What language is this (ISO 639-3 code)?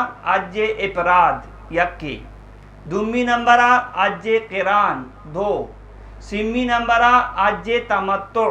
bgp